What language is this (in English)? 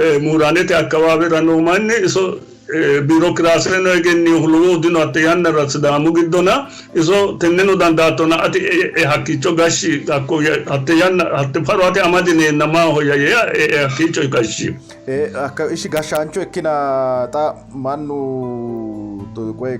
Sidamo